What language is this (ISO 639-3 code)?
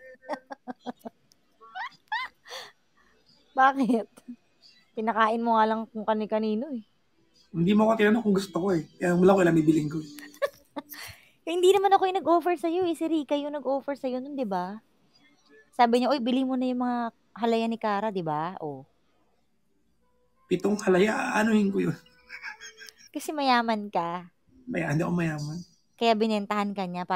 fil